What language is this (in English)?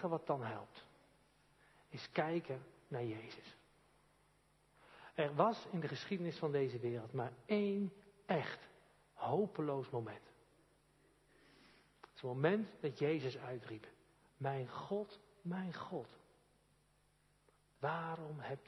Dutch